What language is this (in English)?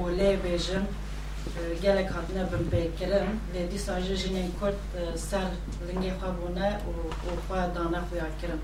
Kurdish